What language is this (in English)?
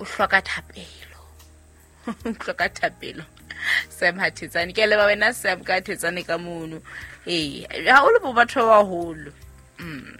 Southern Sotho